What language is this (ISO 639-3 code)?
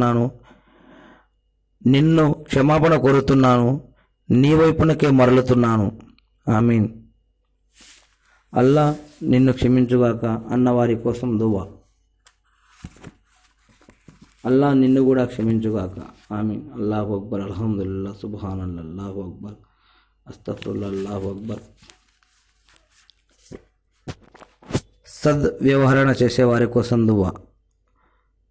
tel